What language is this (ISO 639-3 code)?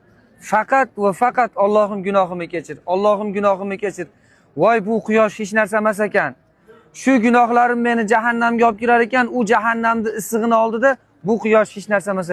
uzb